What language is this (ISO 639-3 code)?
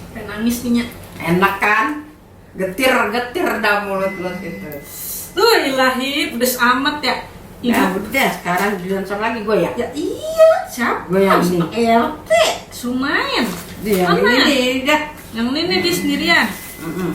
bew